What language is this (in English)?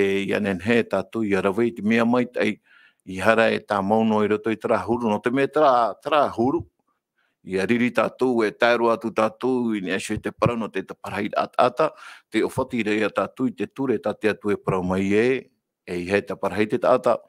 Tahitian